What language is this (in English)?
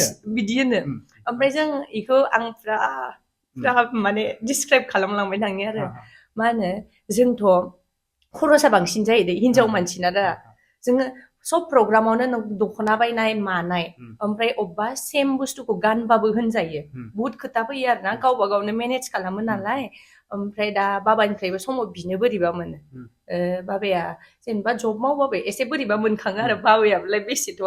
Bodo